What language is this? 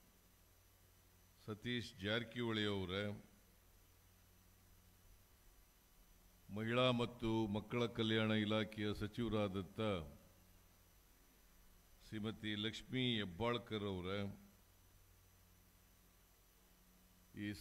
Kannada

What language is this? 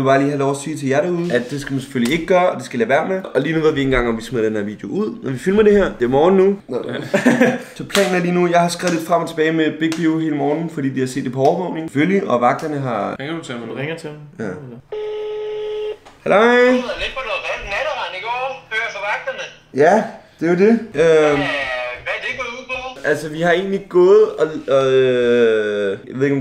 Danish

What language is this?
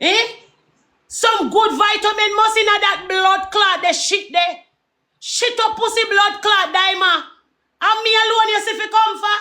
Jamaican Creole English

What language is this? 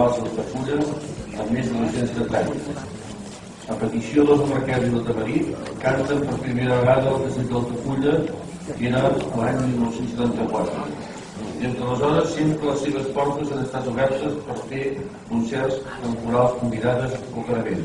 Catalan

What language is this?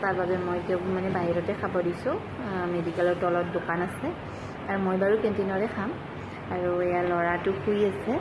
Assamese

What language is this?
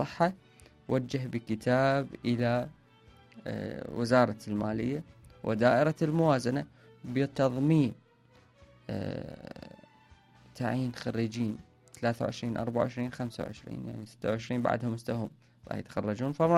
Mesopotamian Arabic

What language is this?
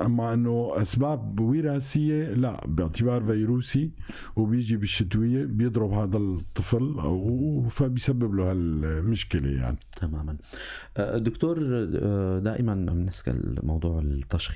North Levantine Arabic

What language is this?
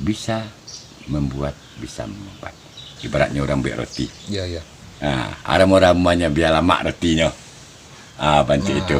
Minangkabau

